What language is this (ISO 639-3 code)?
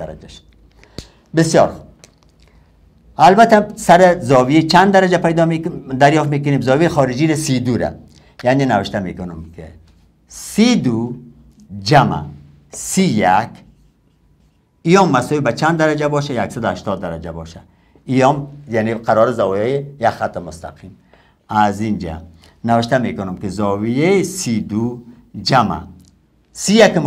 fas